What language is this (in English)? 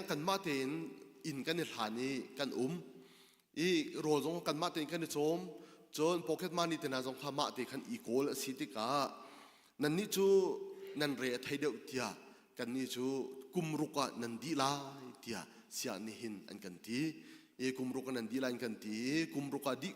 Hakha Chin